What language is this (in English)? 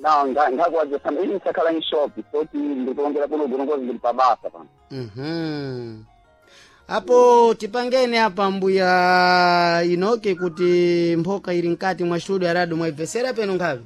Sena